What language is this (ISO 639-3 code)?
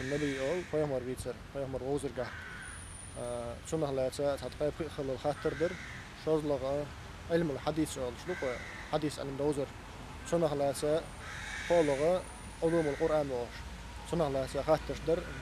inh